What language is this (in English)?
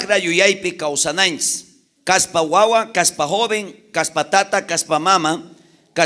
South Bolivian Quechua